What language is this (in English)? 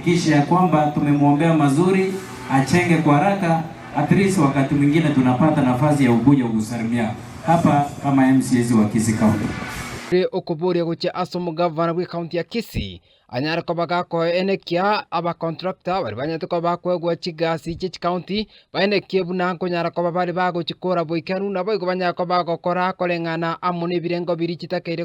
Gusii